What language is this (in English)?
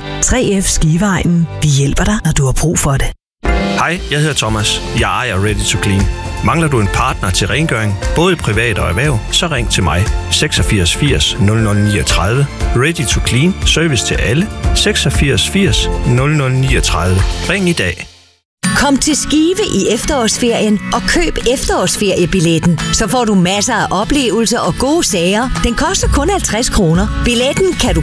Danish